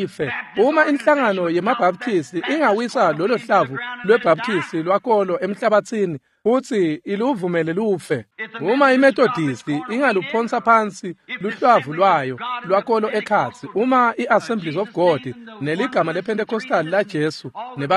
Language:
Swati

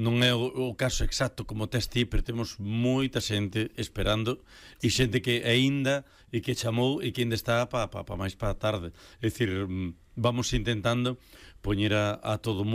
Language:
Galician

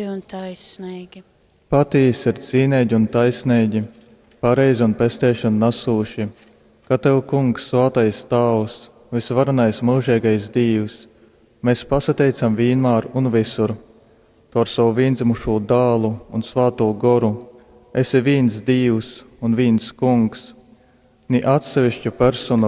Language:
Latgalian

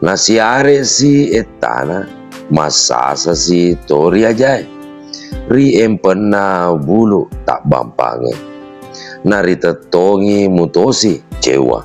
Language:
Buginese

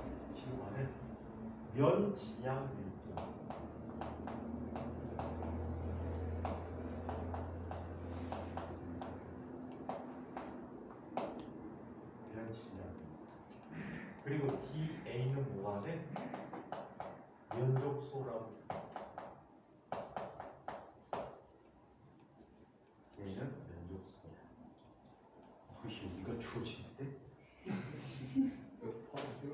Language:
Korean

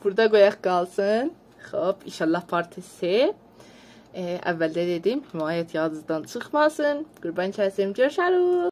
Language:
South Azerbaijani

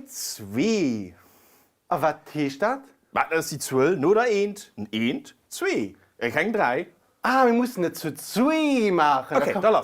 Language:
Luxembourgish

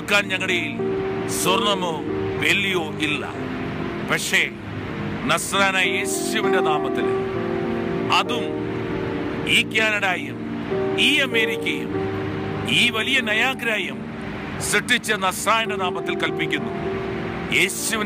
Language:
Malayalam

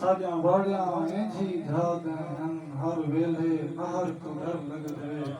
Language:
Saraiki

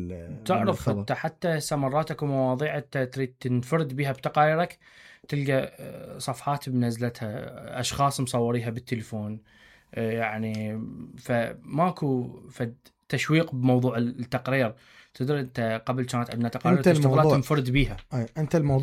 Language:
Mesopotamian Arabic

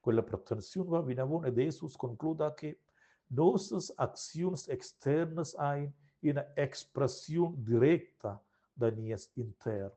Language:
Romansh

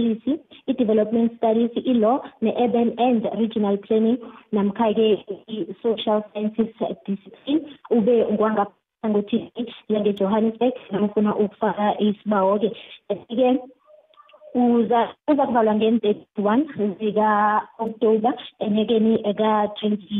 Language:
South Ndebele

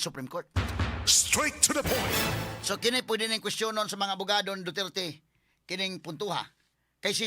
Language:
Cebuano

